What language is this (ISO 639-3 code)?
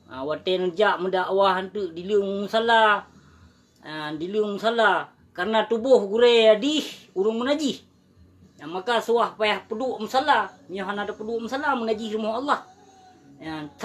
ace